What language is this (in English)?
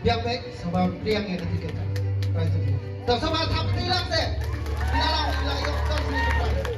Khasi